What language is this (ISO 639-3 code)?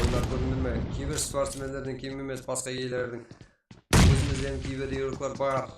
kaa